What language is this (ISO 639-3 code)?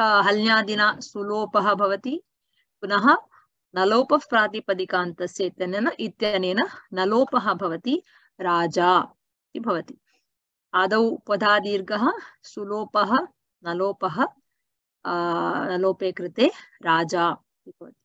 san